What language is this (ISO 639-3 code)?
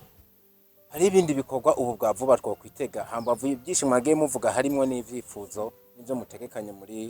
run